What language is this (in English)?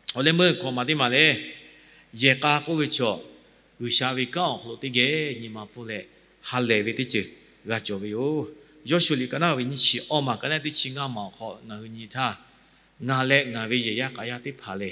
Lahu